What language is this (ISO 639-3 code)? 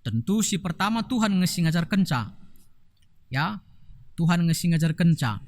btx